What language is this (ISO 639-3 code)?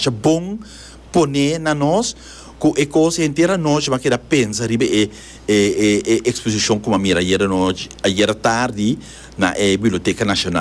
pap